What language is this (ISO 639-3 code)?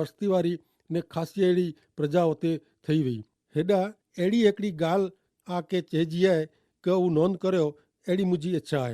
kfr